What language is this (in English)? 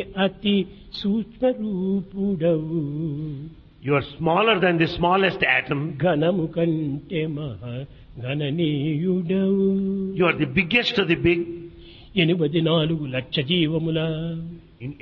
Telugu